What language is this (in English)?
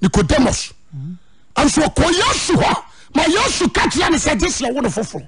Akan